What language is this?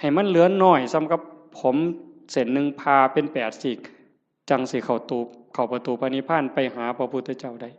Northeastern Thai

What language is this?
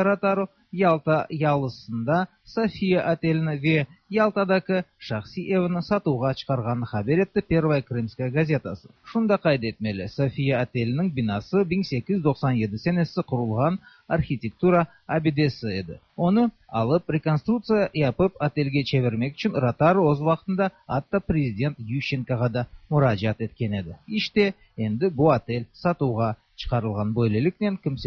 Tatar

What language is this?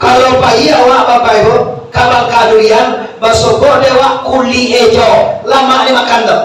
Minangkabau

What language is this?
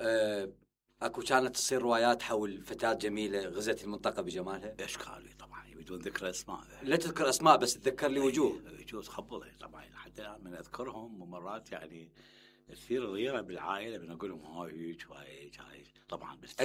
Mesopotamian Arabic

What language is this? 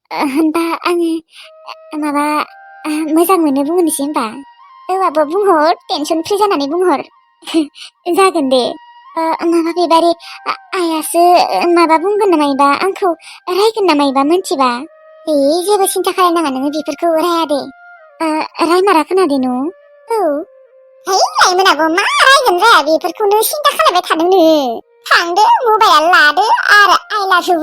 Bodo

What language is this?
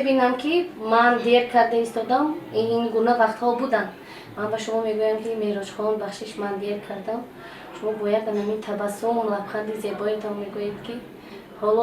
Tajik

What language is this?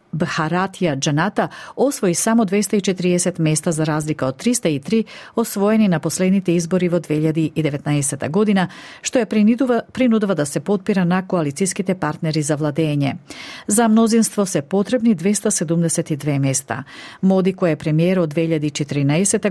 Macedonian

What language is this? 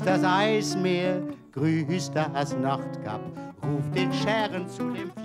German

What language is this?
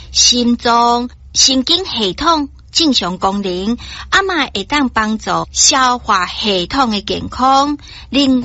Min Nan Chinese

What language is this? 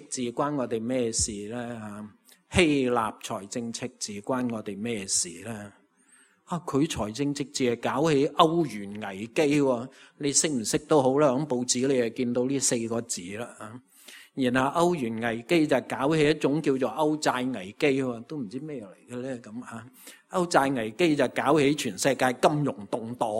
Cantonese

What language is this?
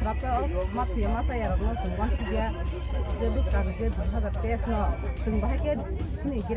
Kok Borok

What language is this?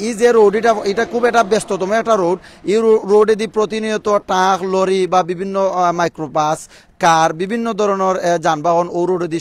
Sylheti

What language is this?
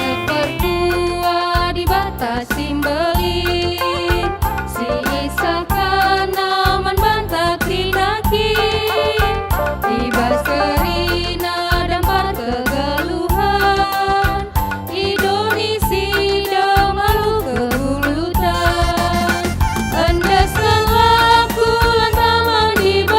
Batak Karo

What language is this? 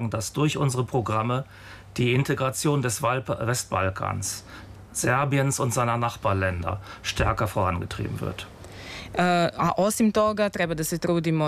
Serbian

